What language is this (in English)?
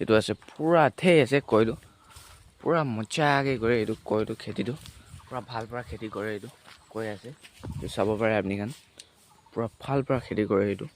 Naga Pidgin